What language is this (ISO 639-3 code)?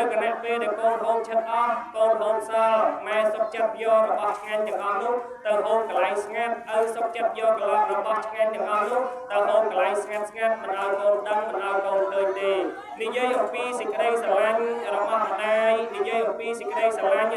khm